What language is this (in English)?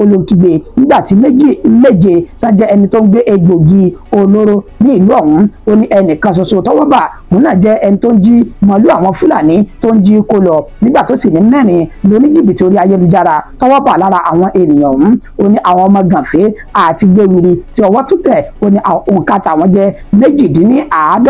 Yoruba